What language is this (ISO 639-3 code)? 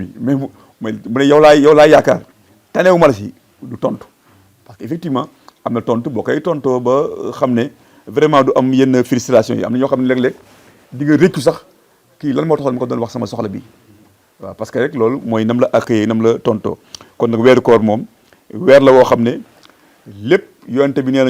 wol